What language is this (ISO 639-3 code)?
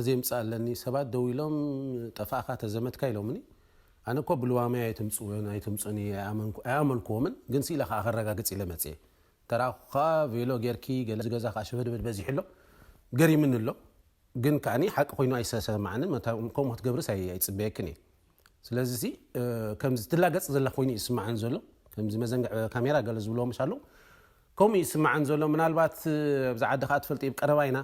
tir